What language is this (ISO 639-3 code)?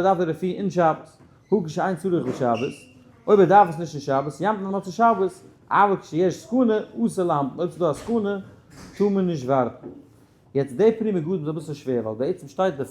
yid